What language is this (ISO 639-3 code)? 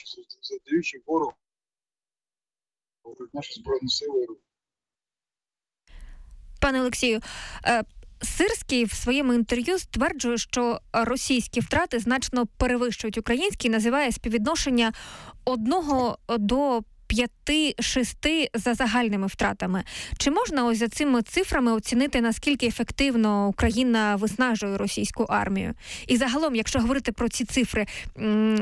ukr